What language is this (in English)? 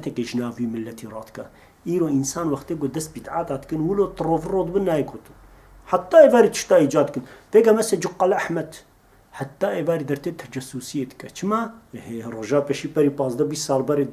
Kurdish